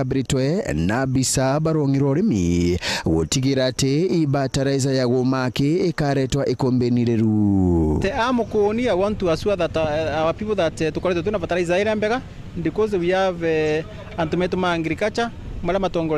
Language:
Meru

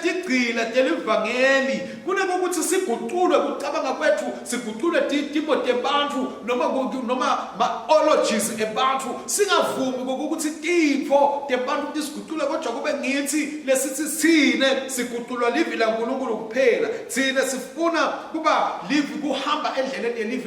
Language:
Swati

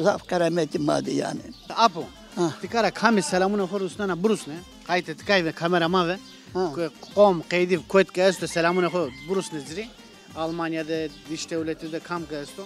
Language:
Zaza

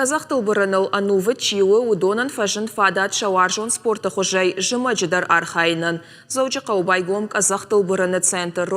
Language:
Ossetic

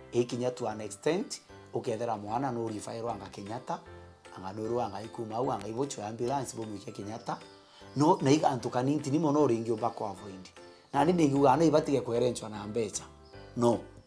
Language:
Meru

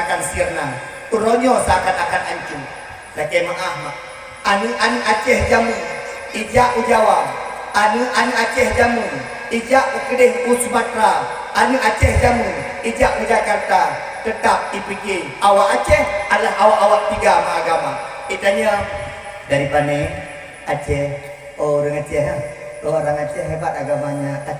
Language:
Achinese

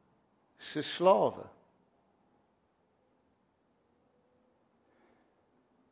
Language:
Afrikaans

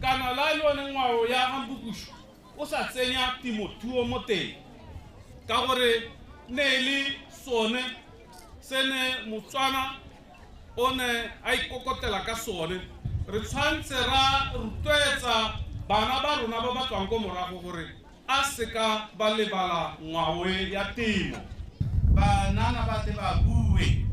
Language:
Tswana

